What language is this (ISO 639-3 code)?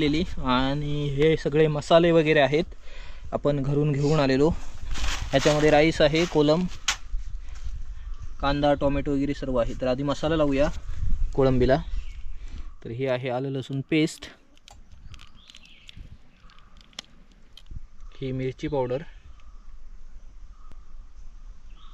mar